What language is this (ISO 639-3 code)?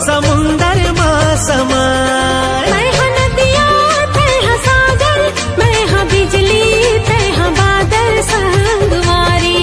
hne